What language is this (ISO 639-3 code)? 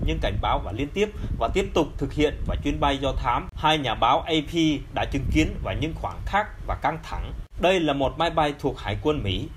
vie